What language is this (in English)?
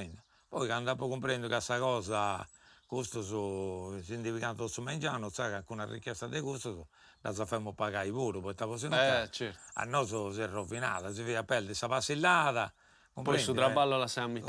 Sardinian